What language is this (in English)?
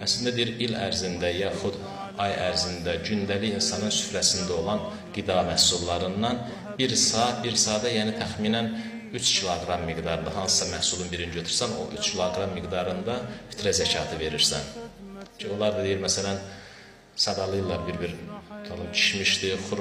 Azerbaijani